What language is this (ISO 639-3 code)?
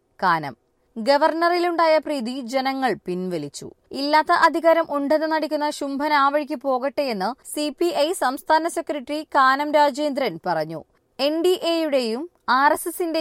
mal